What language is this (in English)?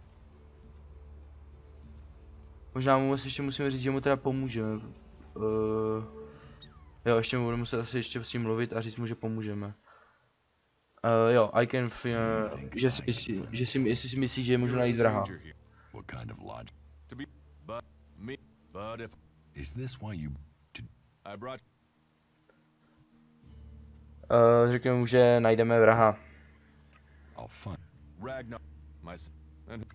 Czech